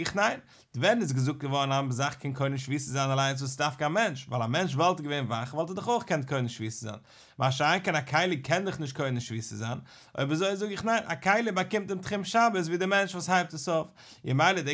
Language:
Yiddish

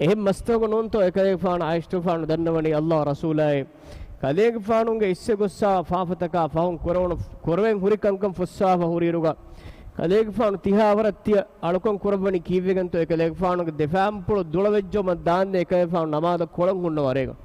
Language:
Divehi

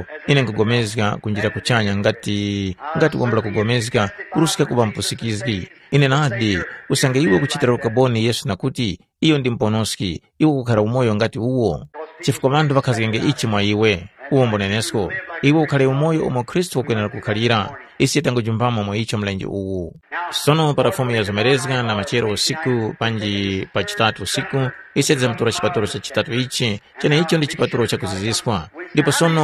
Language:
Tumbuka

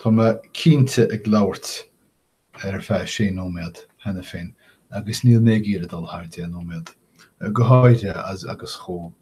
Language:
Irish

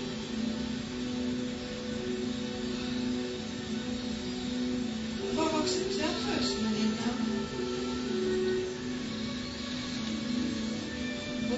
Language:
Norwegian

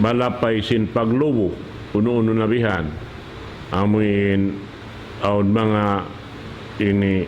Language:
Tausug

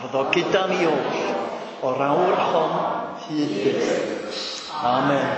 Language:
Welsh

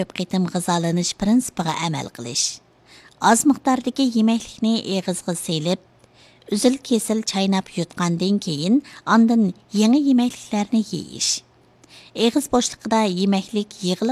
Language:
Uyghur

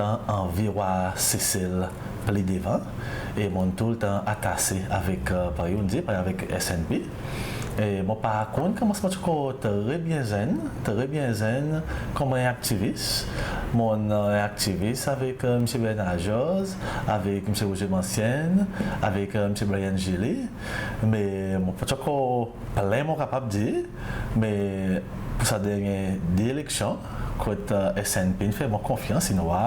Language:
Seselwa Creole French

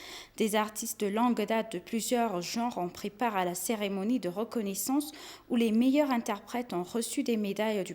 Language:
French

